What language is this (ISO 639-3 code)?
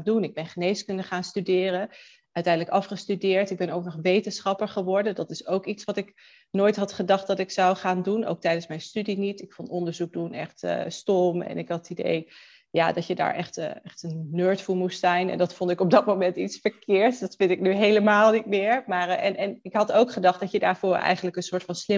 nld